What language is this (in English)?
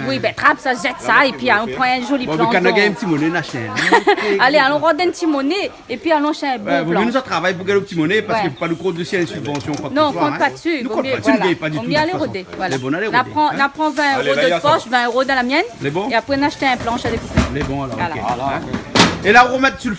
Réunion Creole French